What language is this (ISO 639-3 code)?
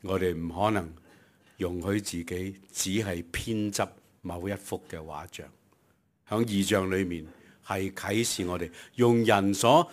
yue